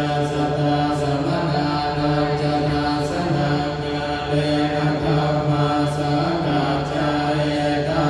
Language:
Pali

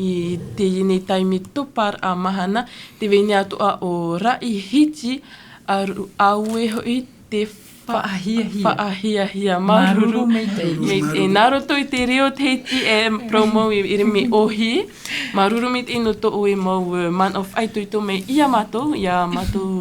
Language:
Tahitian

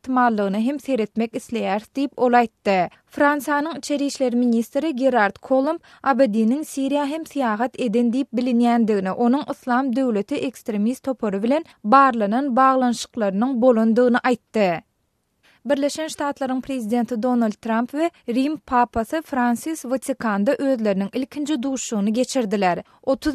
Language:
Turkmen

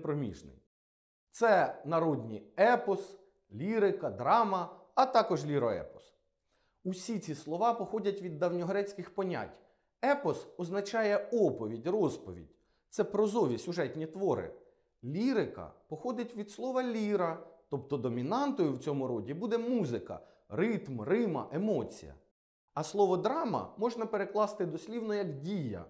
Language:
Ukrainian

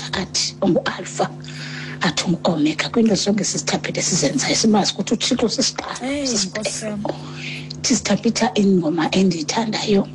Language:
Xhosa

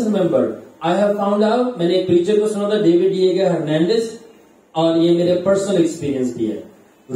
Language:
Urdu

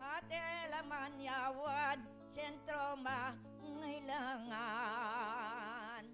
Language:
Pampanga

